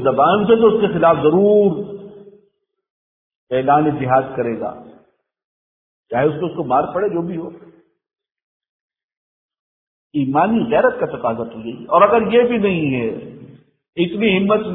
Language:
Urdu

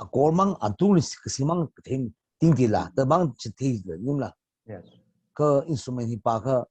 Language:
Tangkhul Naga (India)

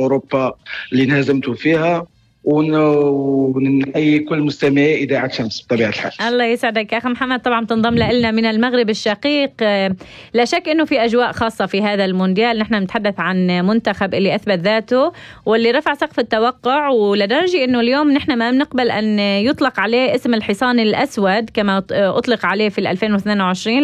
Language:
North Levantine Arabic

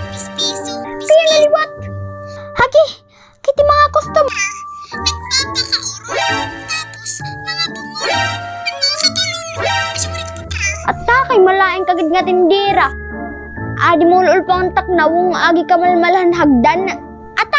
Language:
Waray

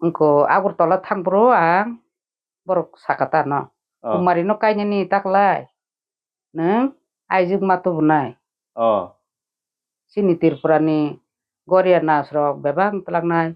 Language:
Kok Borok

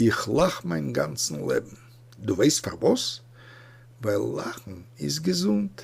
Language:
Yiddish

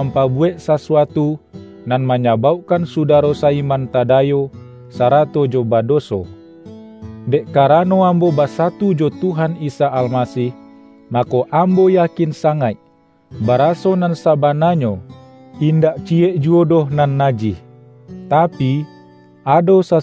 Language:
Minangkabau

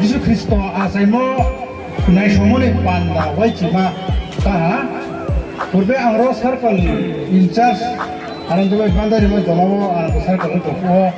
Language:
Riang (India)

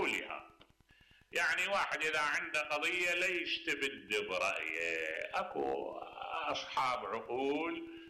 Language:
Mesopotamian Arabic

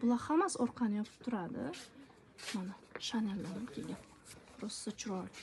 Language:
Uzbek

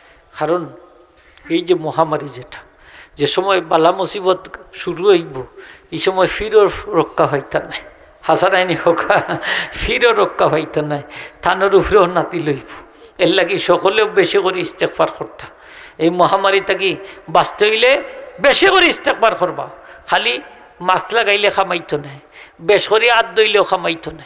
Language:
Sylheti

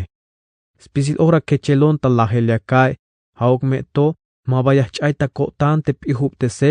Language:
Tzeltal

